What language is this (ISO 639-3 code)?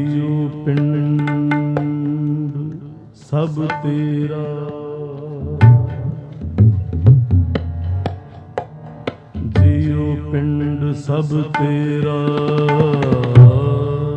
pan